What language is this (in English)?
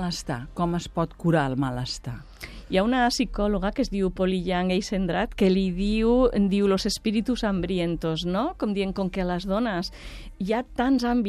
Catalan